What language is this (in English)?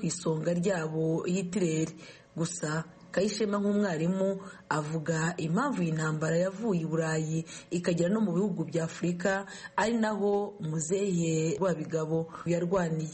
Kinyarwanda